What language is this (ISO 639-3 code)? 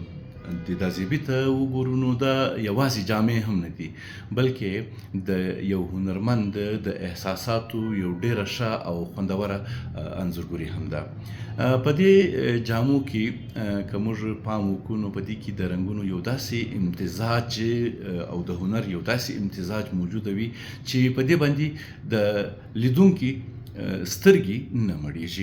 pus